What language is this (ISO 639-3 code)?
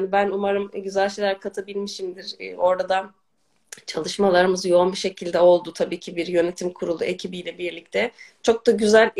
tur